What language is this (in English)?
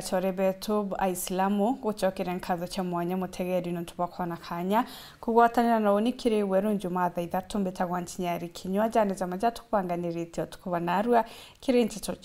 Meru